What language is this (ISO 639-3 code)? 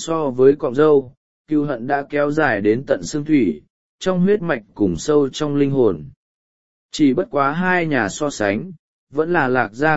vie